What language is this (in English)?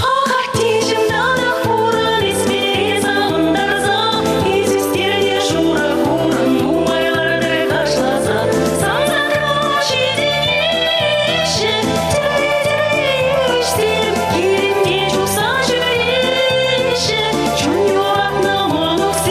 Chuvash